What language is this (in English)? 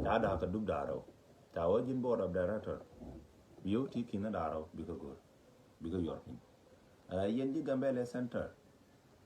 Nuer